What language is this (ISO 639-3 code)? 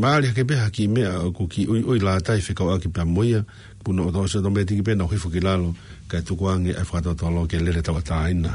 ton